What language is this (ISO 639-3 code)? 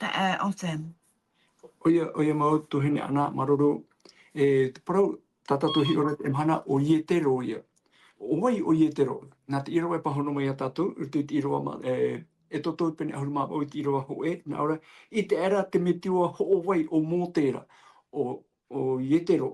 tah